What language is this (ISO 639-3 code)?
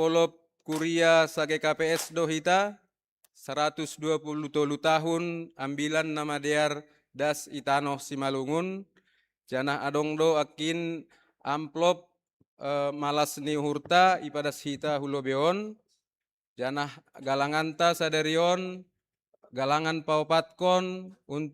bts